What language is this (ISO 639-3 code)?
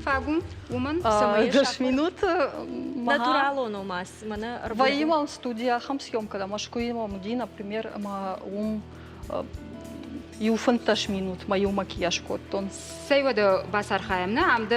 oss